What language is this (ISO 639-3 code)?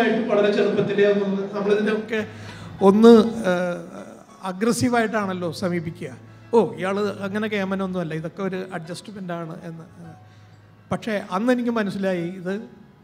mal